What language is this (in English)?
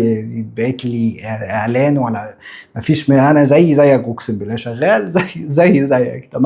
Egyptian Arabic